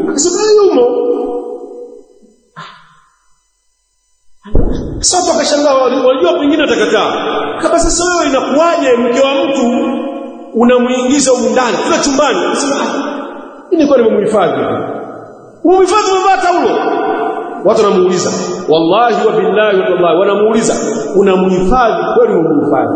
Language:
Swahili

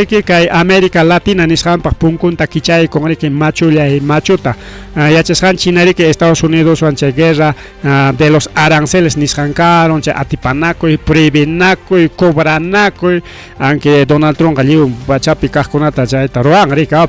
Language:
Ayacucho Quechua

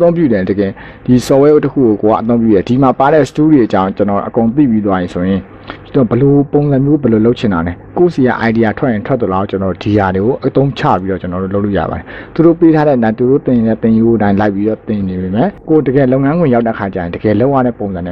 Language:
Burmese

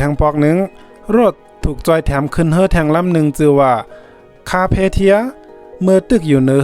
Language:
Shan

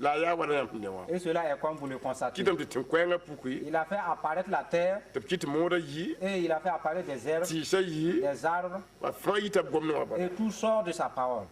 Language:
Mossi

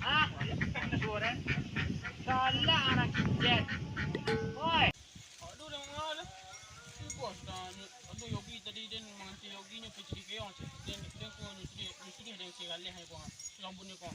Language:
Minangkabau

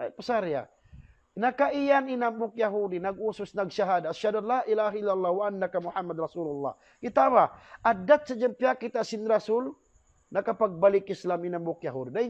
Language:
Tausug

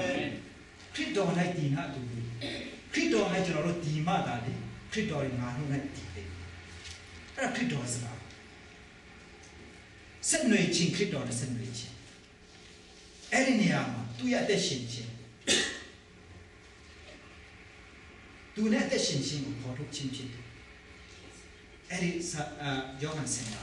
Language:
Burmese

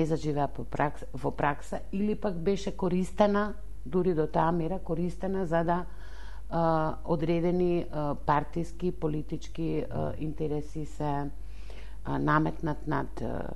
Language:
Macedonian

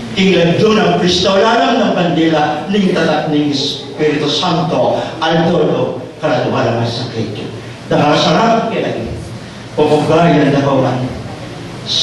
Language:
Pampanga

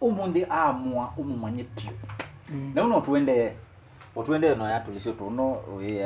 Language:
Kamba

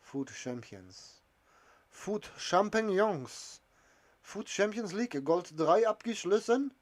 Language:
Bavarian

